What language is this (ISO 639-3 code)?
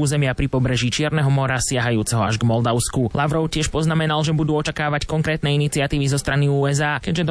slk